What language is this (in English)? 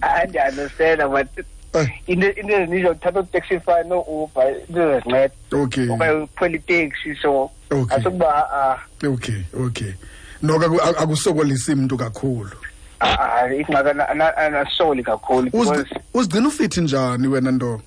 Xhosa